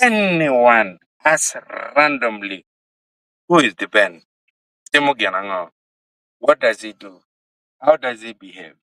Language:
Acoli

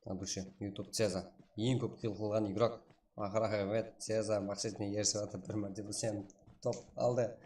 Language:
Kara-Kalpak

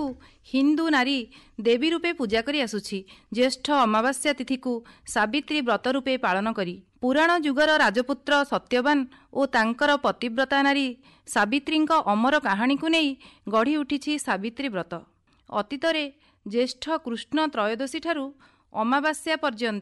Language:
Odia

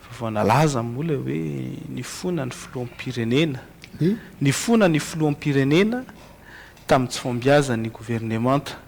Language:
Malagasy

